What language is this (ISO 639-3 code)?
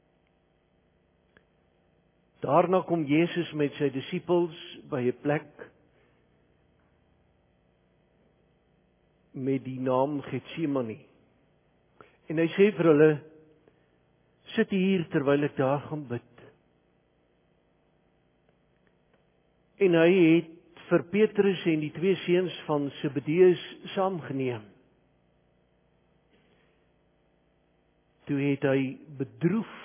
afr